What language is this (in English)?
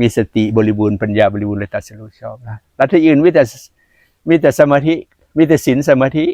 Lao